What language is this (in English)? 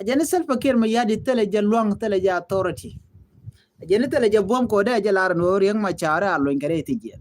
Nuer